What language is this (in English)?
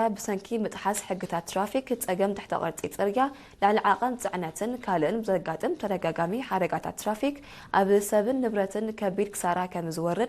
Tigrinya